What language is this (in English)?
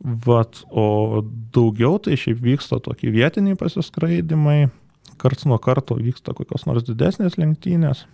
Lithuanian